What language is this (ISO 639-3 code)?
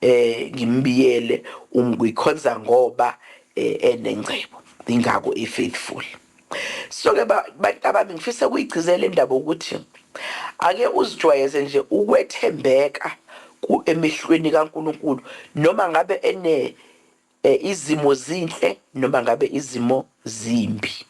zul